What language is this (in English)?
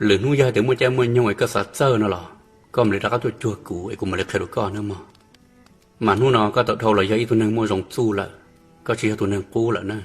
Hmong